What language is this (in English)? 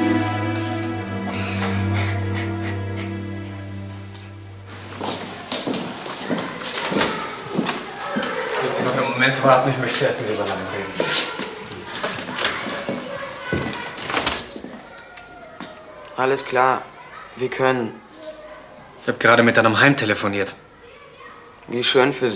German